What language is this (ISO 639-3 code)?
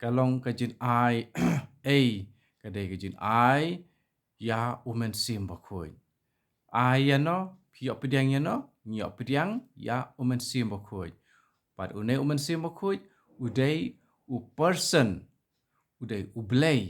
kha